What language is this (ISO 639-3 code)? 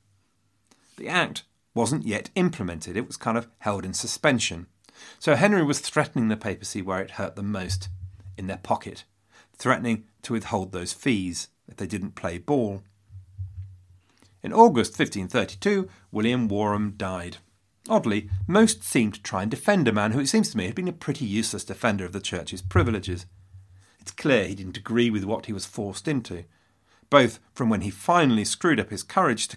eng